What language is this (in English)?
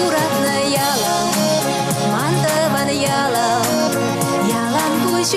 Chuvash